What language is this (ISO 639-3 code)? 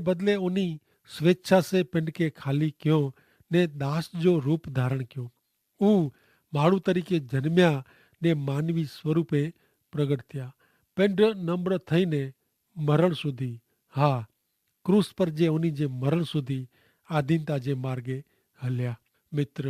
kfr